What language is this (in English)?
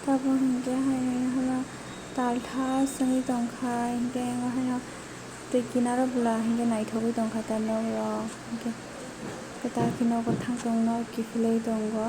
Kok Borok